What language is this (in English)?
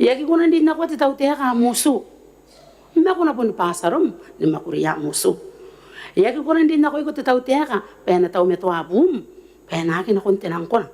Gilbertese